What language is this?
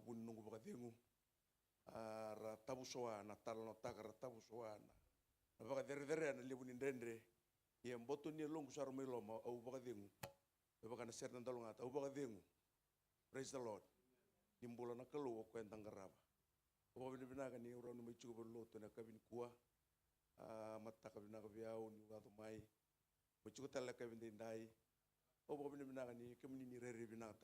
Fijian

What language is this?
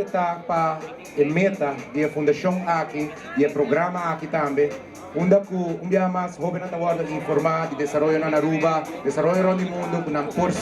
Papiamento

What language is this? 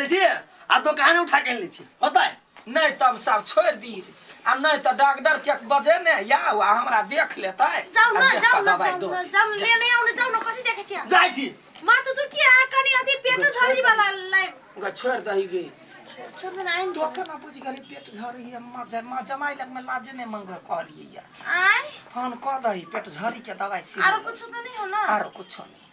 Maithili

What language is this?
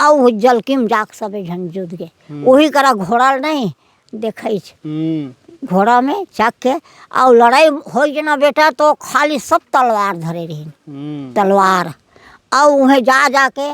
Chhattisgarhi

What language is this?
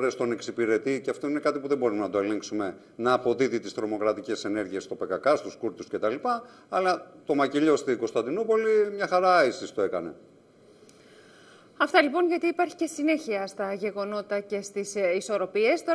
Greek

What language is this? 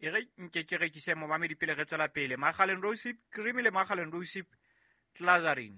Southern Sotho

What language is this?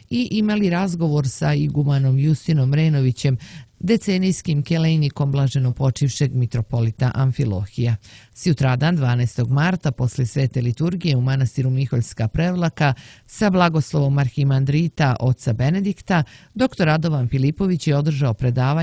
Serbian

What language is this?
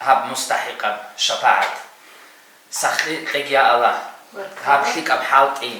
Avaric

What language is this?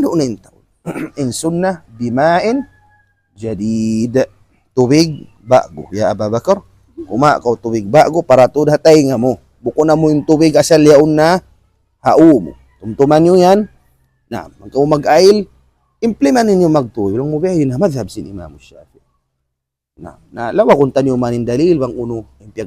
Tausug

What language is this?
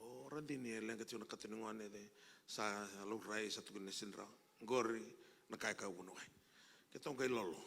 Fijian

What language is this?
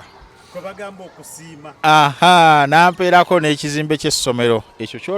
Ganda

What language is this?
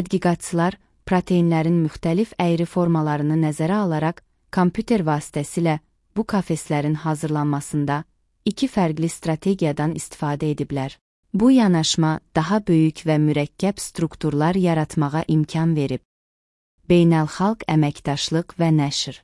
Azerbaijani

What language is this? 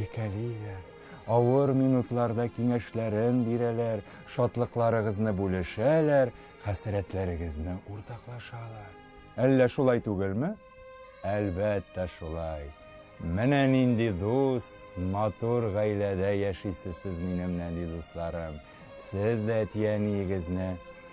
Tatar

